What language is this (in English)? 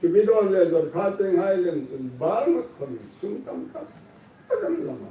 Hmar